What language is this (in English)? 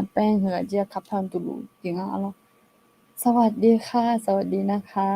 Akha